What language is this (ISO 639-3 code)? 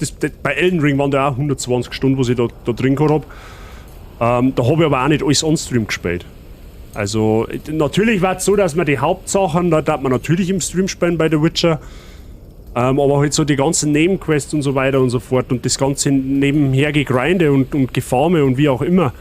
bar